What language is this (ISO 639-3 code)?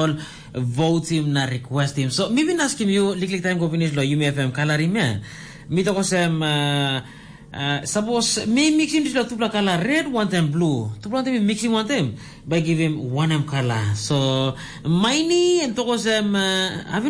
tpi